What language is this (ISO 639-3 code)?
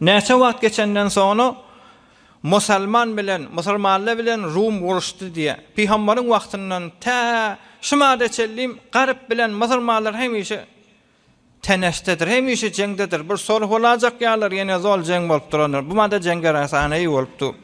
tuk